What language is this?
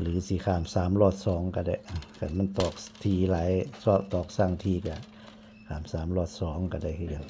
Lao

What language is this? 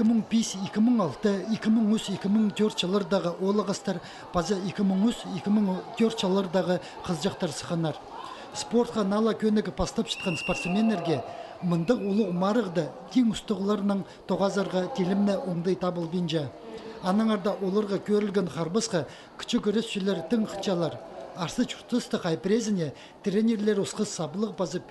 Khakas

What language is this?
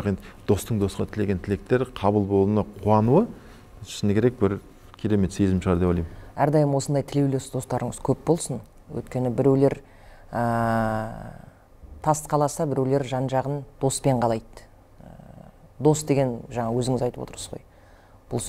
Kazakh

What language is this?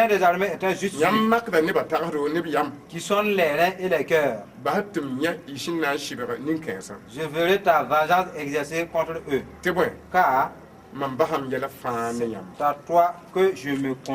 Mossi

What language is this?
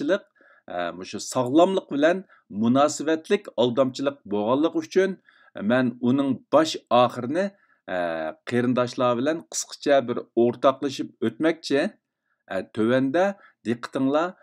Uyghur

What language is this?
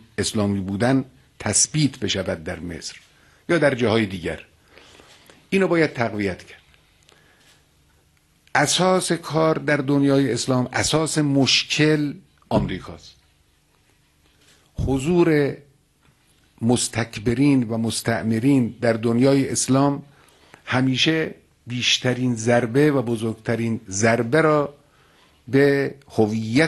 Persian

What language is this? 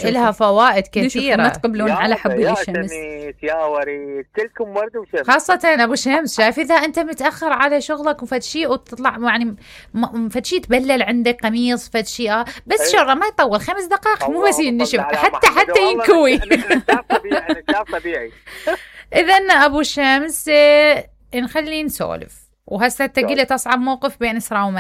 Mesopotamian Arabic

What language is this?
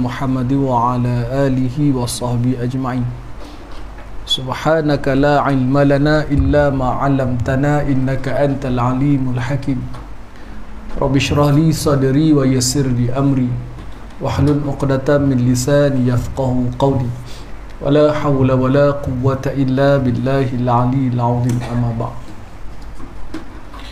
Malay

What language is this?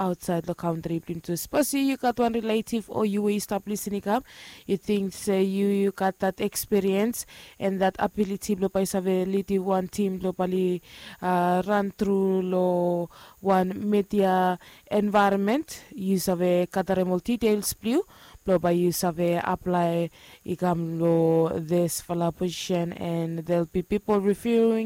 Bislama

